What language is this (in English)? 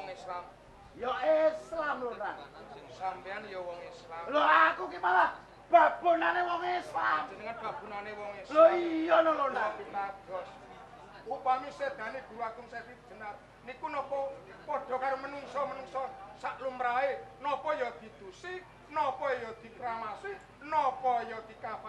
Javanese